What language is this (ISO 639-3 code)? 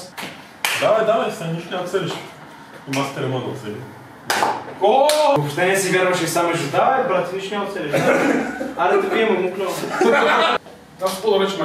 bul